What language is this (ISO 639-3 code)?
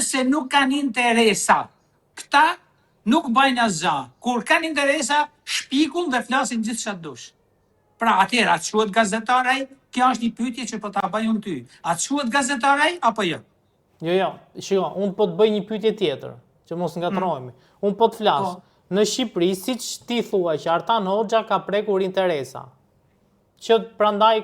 sqi